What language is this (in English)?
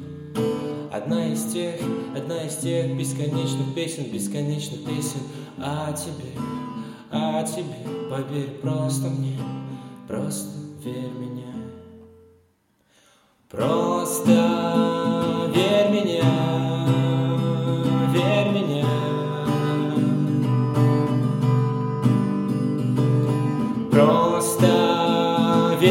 Russian